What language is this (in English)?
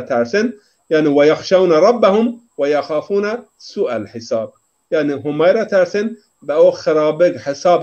Zaza